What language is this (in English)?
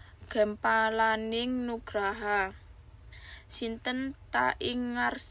Javanese